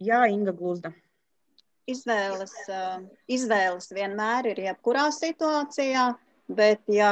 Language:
Latvian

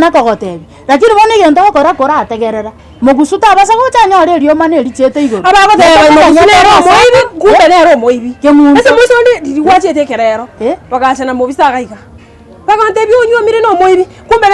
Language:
Gusii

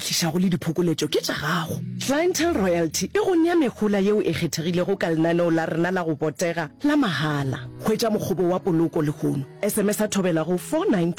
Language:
Northern Sotho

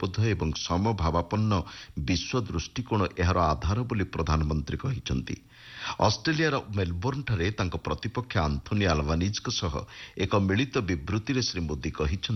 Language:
Odia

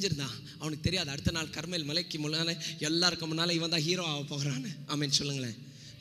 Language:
Tamil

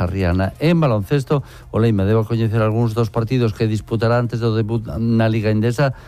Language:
Galician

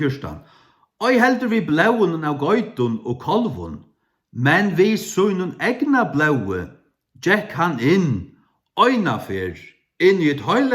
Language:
Faroese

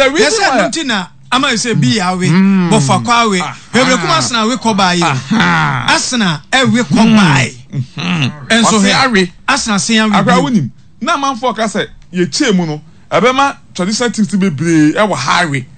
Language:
Akan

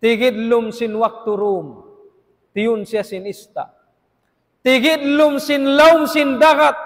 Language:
Tausug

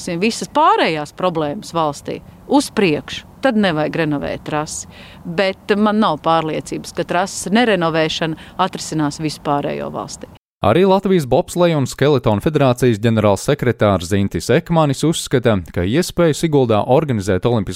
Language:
Latvian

